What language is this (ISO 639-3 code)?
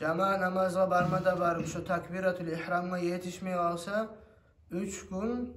kum